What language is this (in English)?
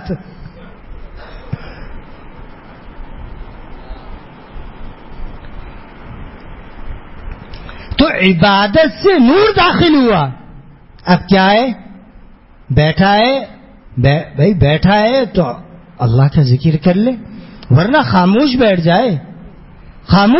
Urdu